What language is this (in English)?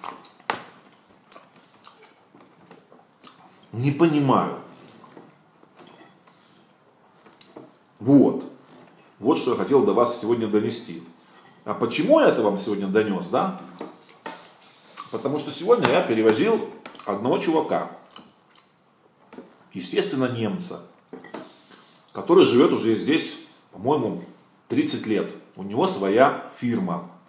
Russian